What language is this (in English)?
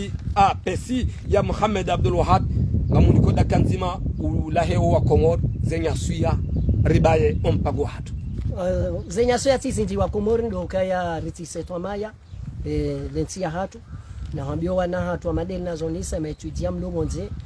Ngazidja Comorian